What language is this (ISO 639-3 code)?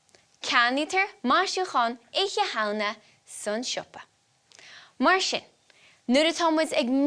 gle